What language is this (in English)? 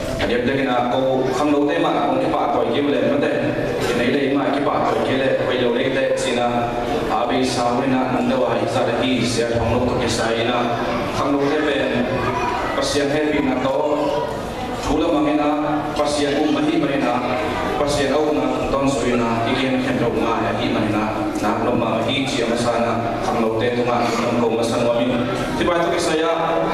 Tedim Chin